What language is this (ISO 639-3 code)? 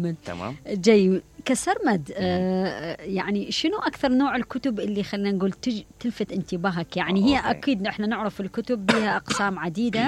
acm